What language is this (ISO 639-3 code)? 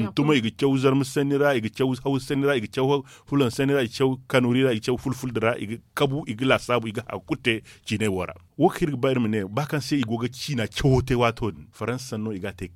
dje